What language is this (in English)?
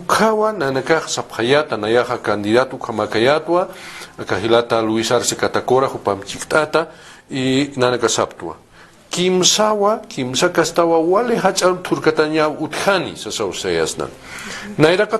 Aymara